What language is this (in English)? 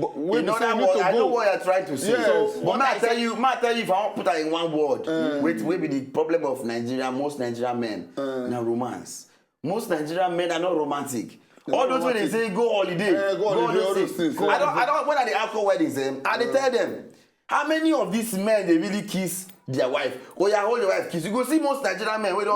Nigerian Pidgin